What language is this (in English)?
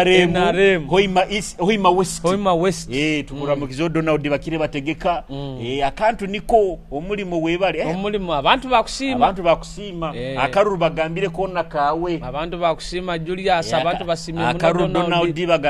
Nyoro